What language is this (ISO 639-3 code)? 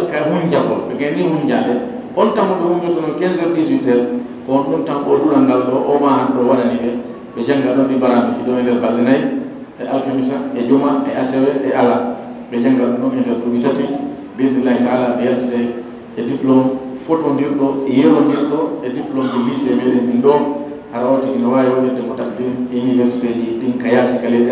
ful